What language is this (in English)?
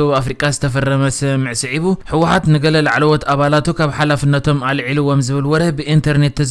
Tigrinya